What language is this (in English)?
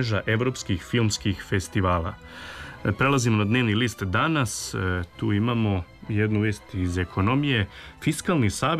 Serbian